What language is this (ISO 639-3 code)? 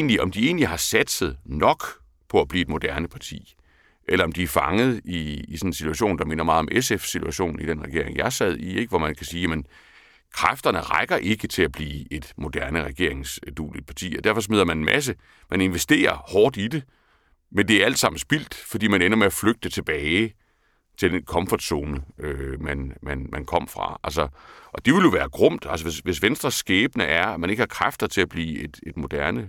dan